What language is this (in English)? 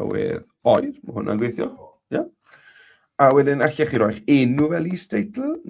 Welsh